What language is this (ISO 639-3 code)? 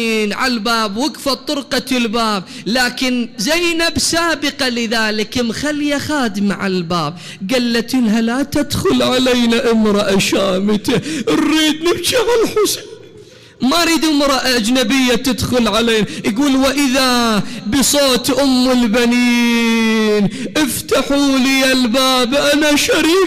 acm